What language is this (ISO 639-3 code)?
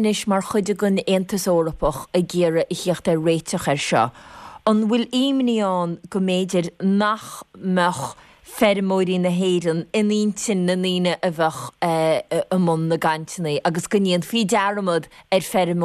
gle